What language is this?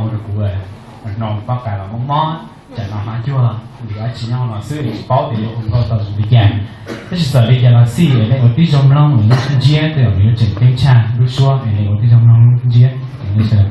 Hmong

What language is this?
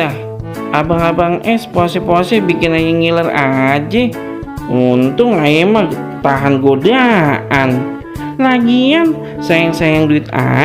Betawi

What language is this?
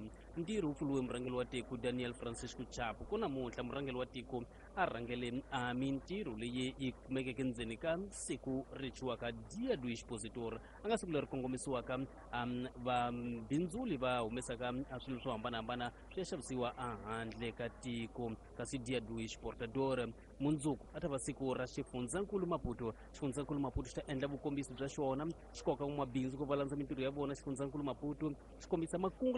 Tsonga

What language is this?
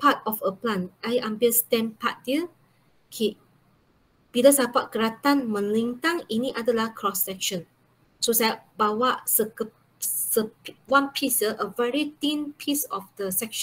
Malay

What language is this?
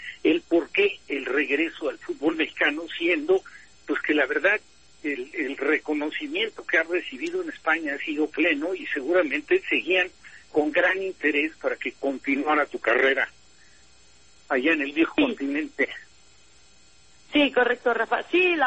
Spanish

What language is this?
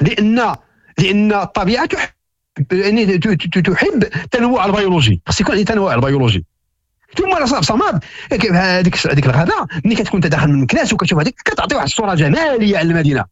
Moroccan Arabic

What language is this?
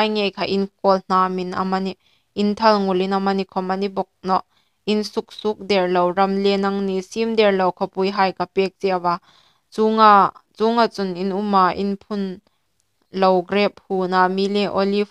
Hmar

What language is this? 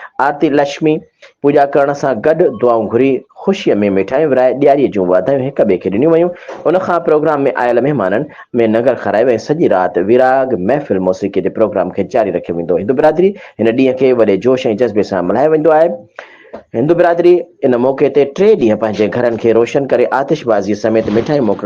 Sindhi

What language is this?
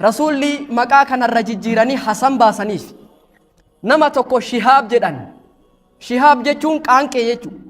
Oromo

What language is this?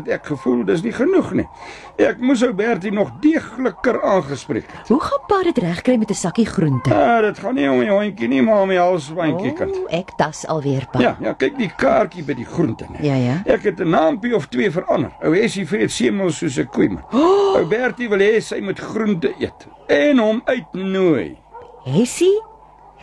Afrikaans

